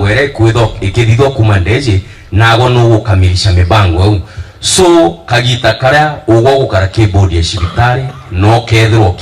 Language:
Meru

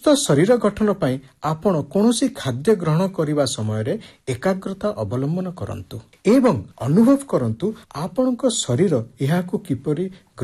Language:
Odia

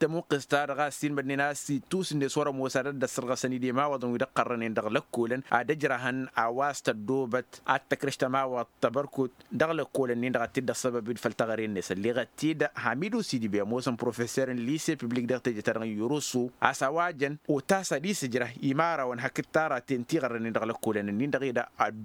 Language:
Tamasheq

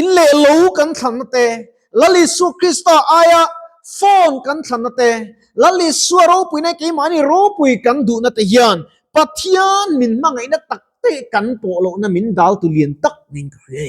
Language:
Mizo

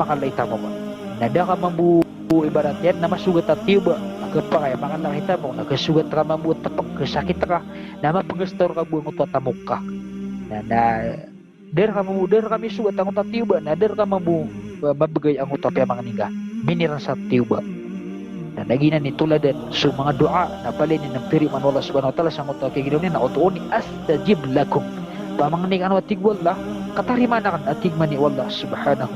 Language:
Maranao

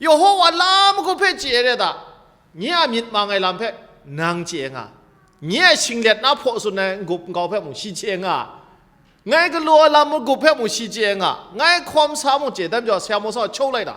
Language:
Kachin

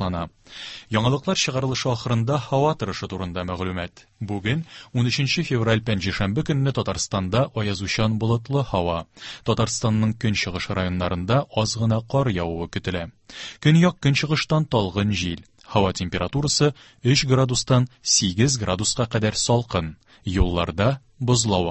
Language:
Tatar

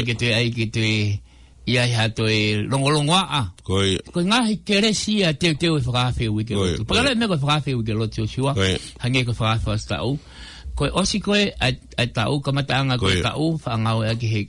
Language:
Tongan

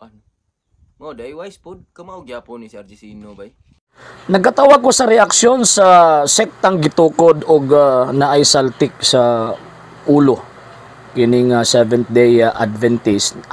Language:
Cebuano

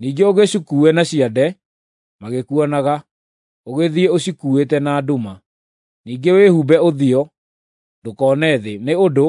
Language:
Kikuyu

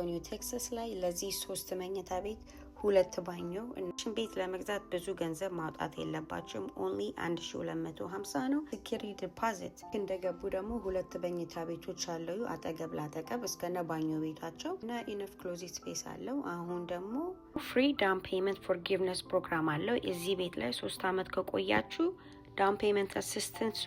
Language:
Amharic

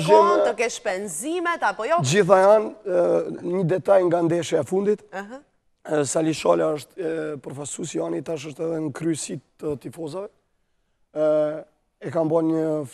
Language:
Albanian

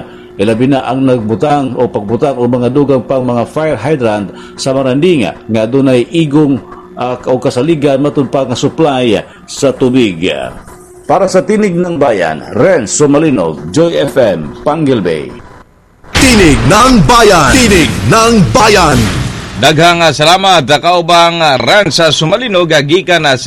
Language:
Cebuano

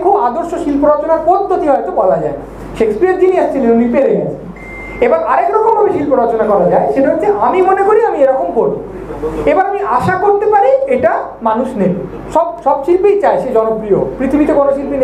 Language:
Bangla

